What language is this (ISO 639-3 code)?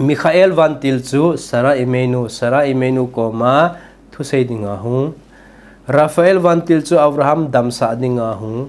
tcz